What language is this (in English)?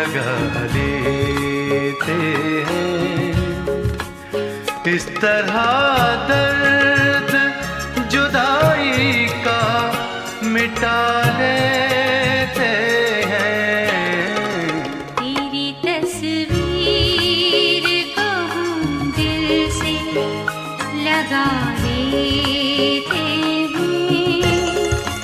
Hindi